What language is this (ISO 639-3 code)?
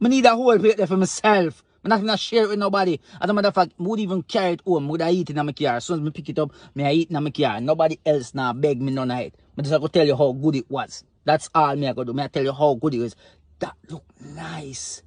jam